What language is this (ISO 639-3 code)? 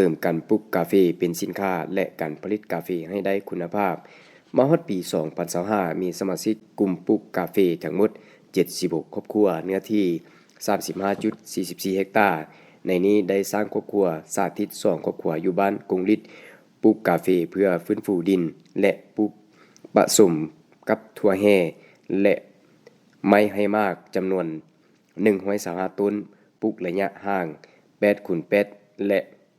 lao